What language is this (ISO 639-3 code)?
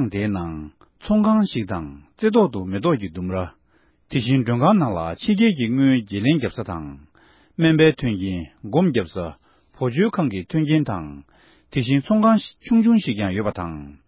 bod